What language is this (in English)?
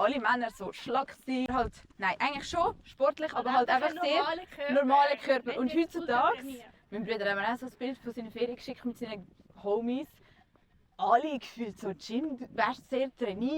Swiss German